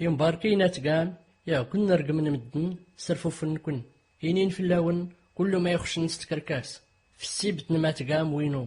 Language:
Tachelhit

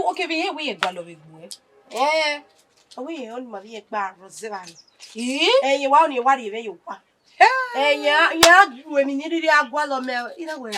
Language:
Bini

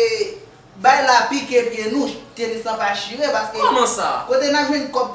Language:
Haitian Creole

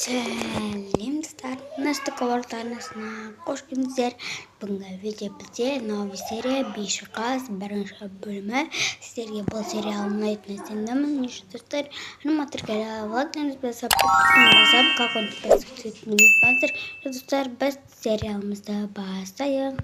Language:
Kazakh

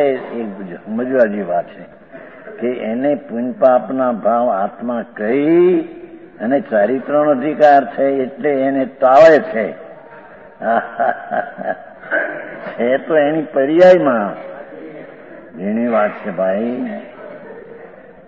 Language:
Gujarati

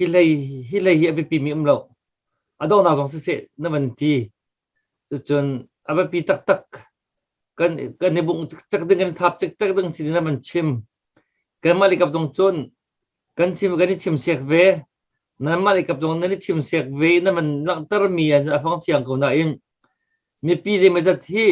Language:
Hakha Chin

